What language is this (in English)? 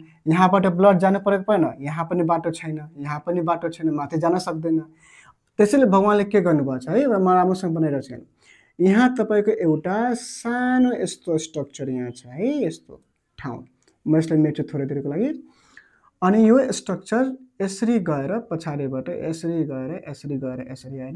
Nepali